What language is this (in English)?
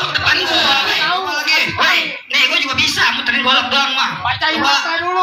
Betawi